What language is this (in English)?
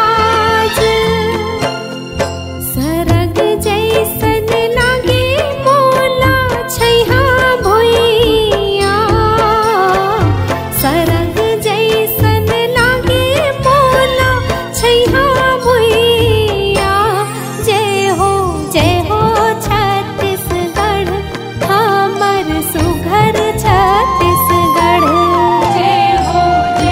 Chhattisgarhi